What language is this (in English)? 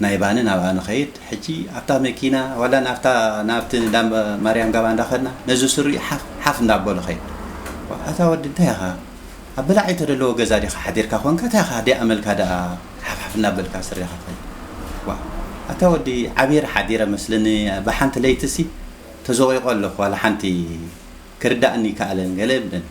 Tigrinya